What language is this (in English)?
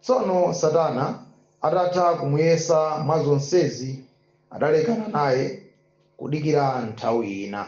Nyanja